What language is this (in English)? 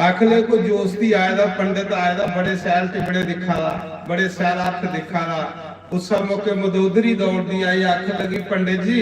Dogri